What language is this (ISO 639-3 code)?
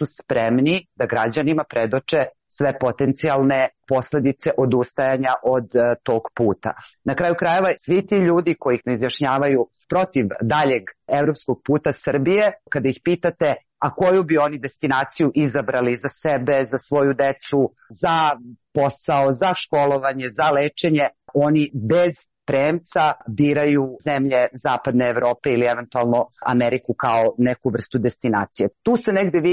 srp